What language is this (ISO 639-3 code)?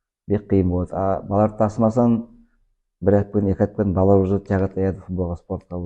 nog